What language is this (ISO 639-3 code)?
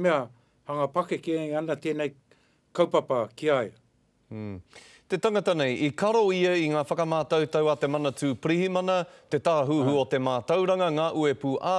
mri